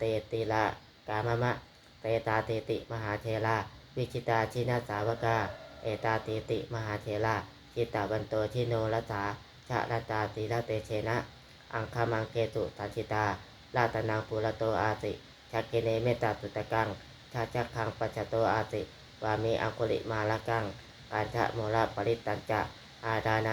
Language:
Pali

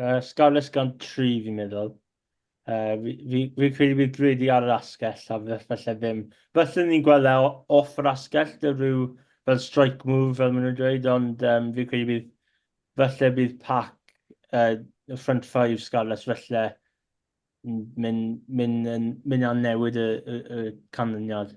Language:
Welsh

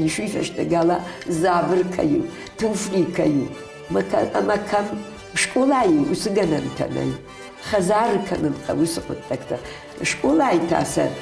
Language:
Ossetic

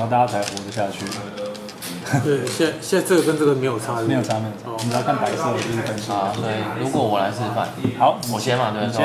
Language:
Chinese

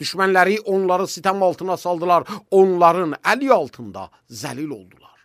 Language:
Azerbaijani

